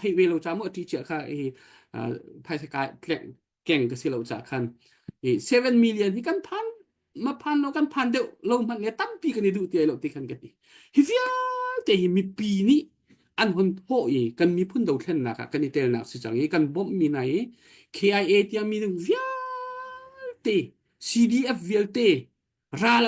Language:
Hakha Chin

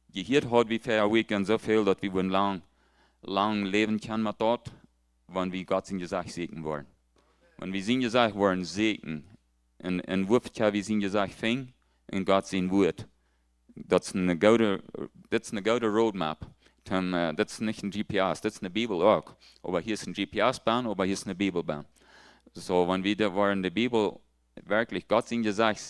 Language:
Plautdietsch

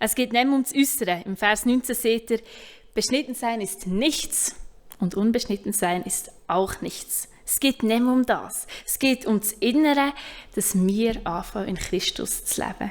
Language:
Swiss German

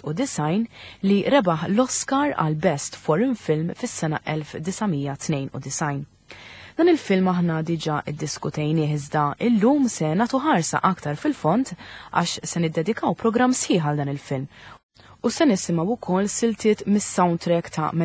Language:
Maltese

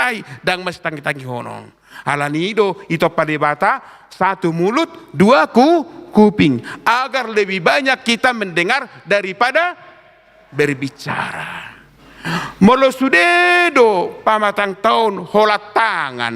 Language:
Batak Toba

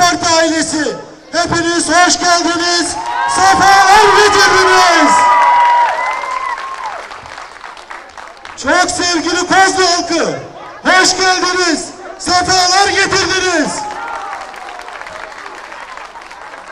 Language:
Turkish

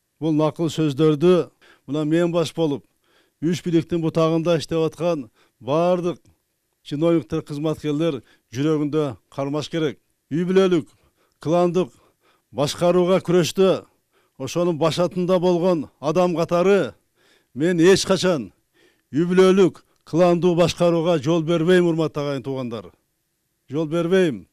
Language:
Kyrgyz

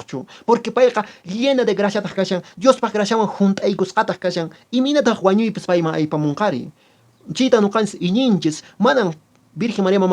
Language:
Quechua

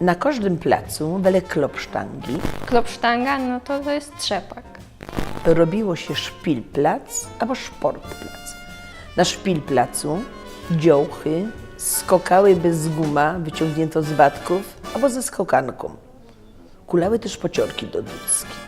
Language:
Silesian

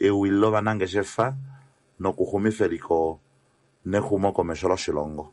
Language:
Kuanyama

